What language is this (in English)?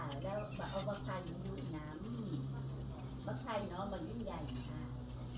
Northeastern Thai